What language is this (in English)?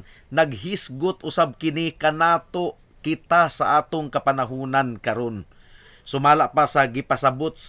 Cebuano